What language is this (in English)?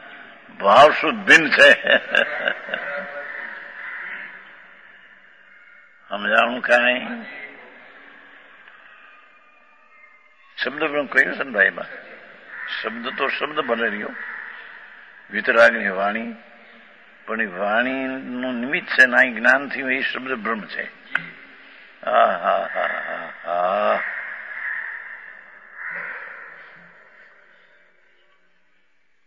Gujarati